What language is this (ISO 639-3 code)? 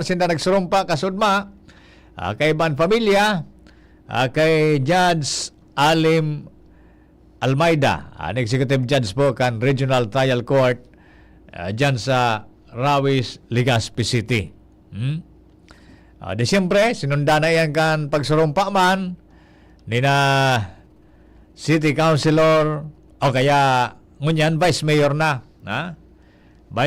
bik